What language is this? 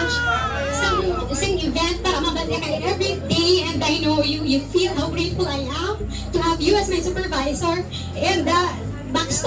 Hiligaynon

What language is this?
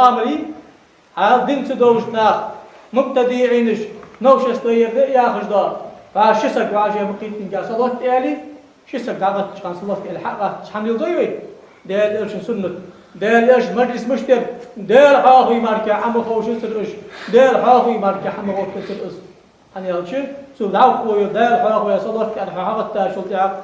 Ingush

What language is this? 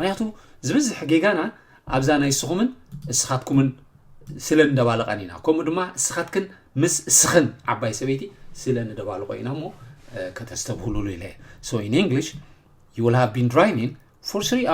Tigrinya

